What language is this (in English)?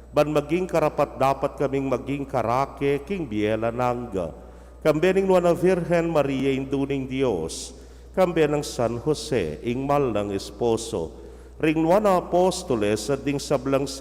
Pampanga